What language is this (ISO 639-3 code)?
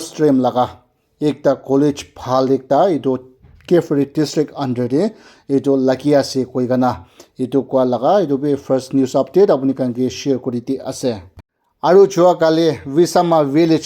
nag